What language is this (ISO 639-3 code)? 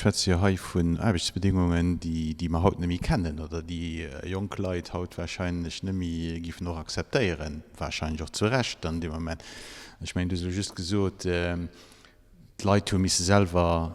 ltz